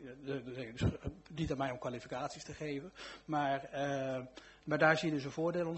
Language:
Dutch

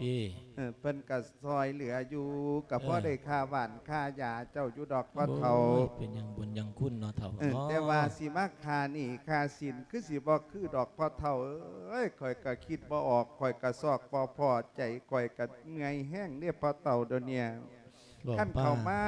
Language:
Lao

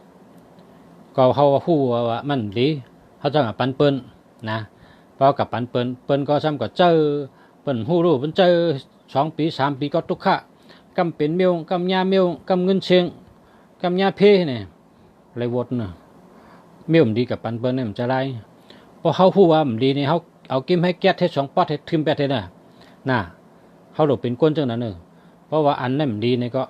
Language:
Shan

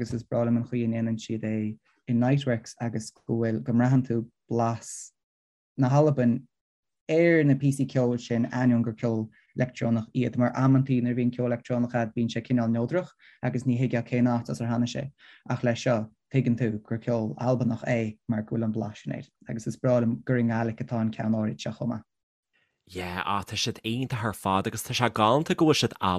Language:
Irish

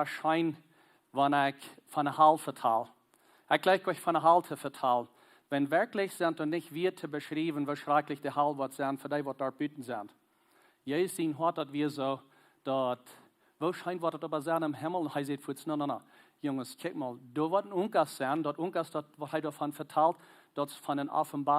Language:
Plautdietsch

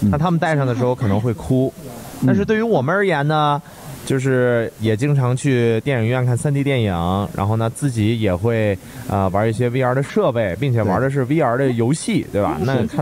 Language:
Chinese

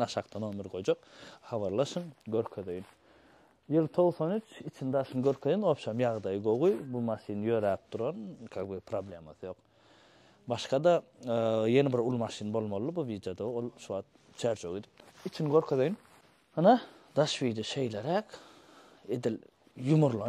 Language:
Turkmen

